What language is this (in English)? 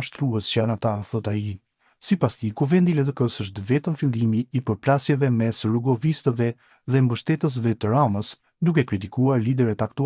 Albanian